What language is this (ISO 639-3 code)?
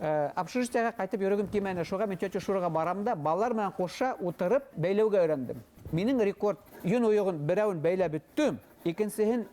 bak